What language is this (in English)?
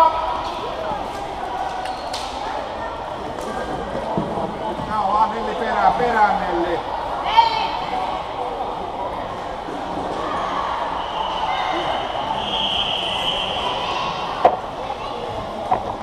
Finnish